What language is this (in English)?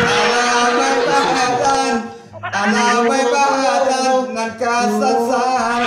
Minangkabau